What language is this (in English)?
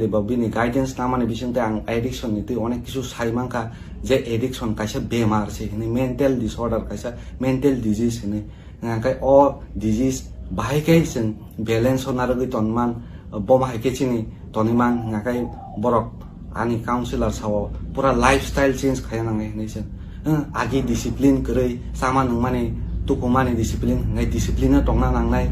Kok Borok